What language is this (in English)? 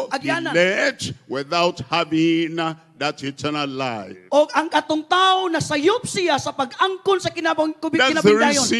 Cebuano